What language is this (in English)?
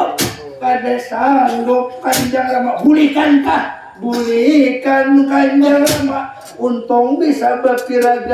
Banjar